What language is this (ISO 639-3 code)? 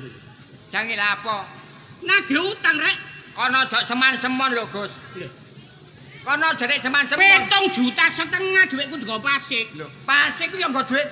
jav